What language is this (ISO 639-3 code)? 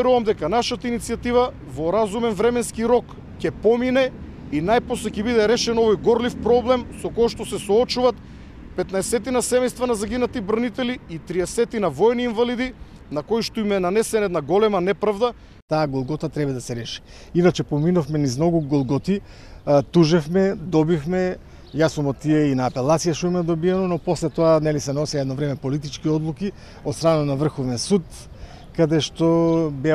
mkd